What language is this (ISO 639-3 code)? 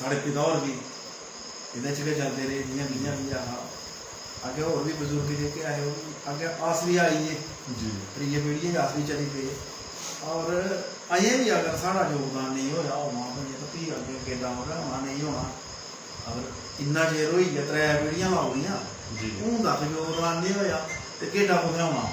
doi